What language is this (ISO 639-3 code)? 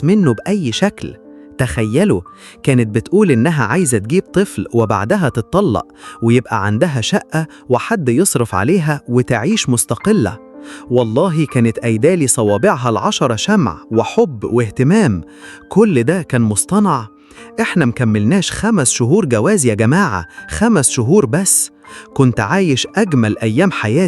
arz